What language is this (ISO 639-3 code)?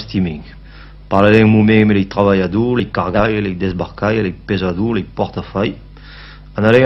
oci